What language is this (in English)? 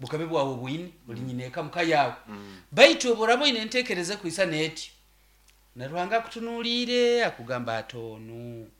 Nyoro